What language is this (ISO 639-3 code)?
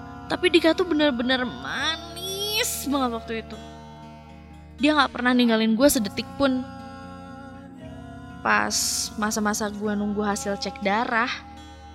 ind